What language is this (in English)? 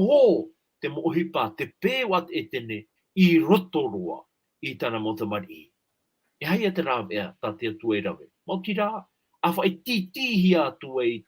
Tahitian